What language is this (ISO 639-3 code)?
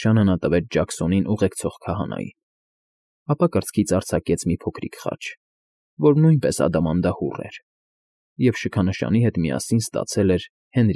hye